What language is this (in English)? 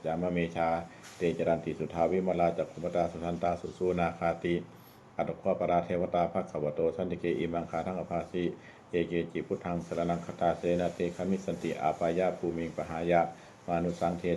Pali